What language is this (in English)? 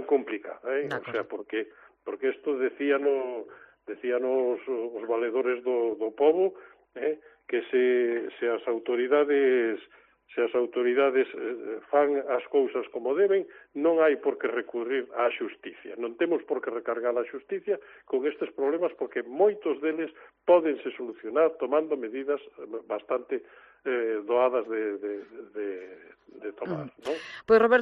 Galician